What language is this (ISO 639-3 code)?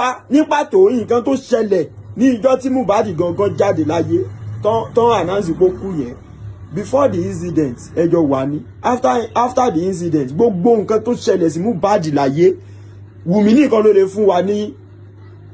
yor